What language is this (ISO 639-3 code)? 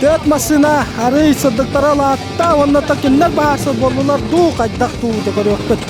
sah